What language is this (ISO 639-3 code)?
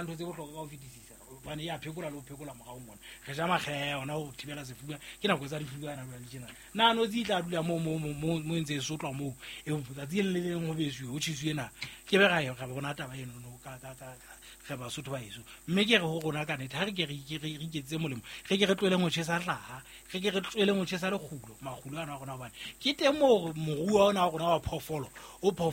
sot